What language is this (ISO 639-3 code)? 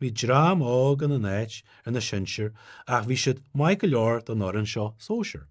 gle